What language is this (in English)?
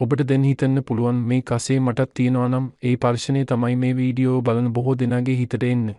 Sinhala